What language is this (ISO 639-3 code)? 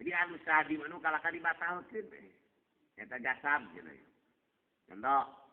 sun